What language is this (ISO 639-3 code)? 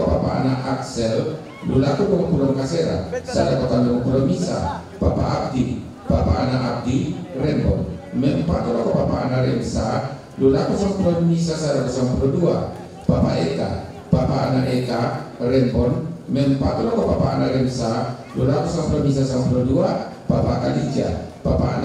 sda